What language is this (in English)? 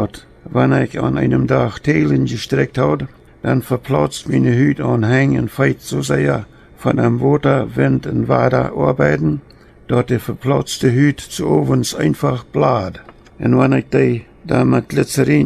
Plautdietsch